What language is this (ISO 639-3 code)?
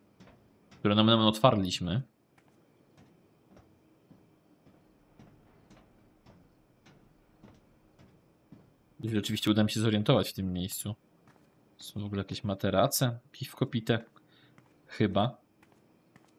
pol